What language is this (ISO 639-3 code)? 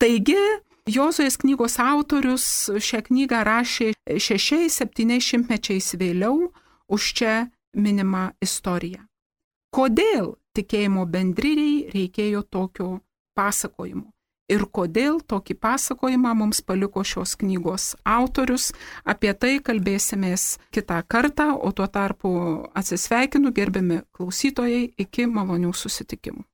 lit